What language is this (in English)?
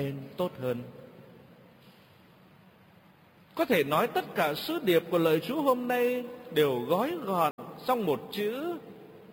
Vietnamese